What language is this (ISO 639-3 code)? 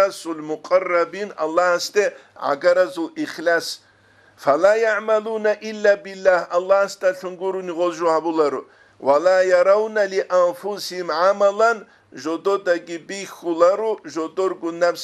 ava